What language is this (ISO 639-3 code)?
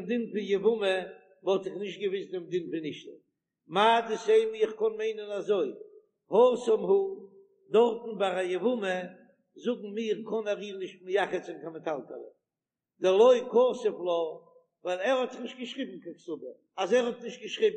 yid